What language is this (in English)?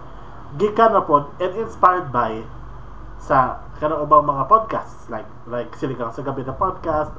Cebuano